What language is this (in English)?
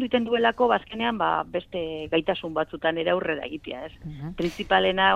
Basque